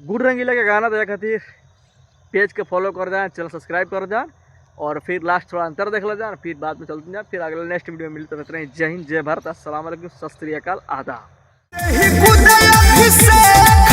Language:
Bhojpuri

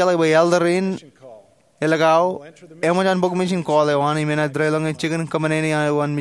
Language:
Marshallese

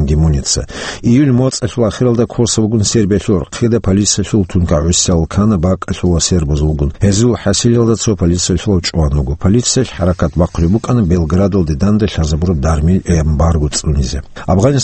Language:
Avaric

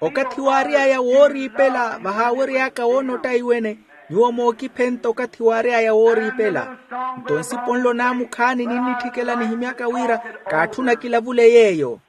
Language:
Makhuwa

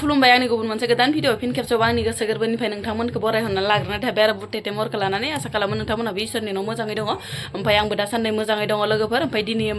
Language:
Bodo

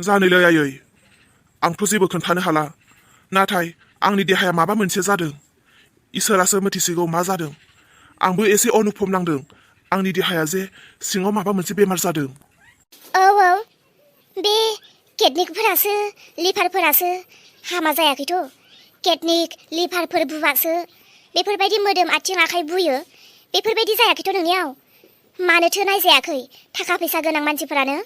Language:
Bodo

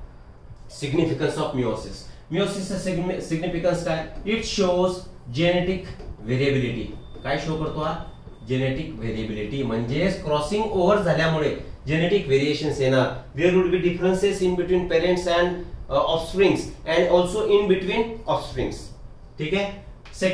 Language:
Marathi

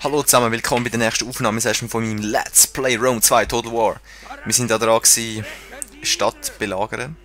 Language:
Swiss German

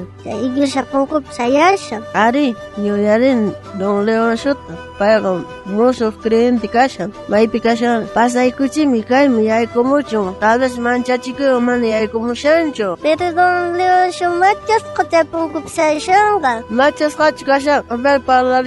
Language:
South Bolivian Quechua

